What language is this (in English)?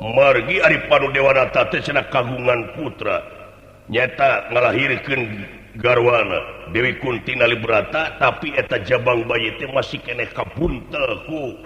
Sundanese